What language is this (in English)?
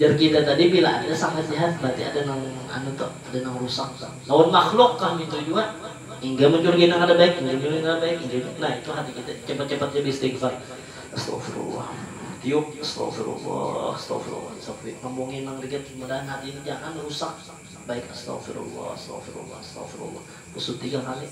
Banjar